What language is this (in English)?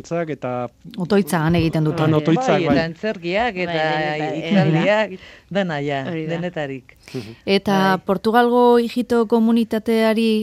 Basque